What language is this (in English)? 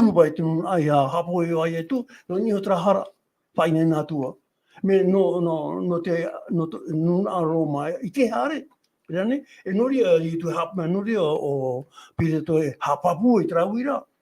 Tahitian